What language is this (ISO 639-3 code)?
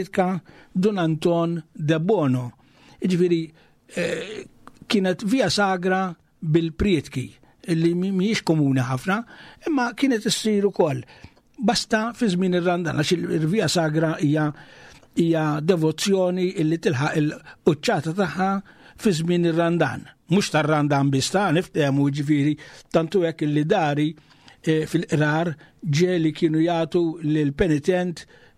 mlt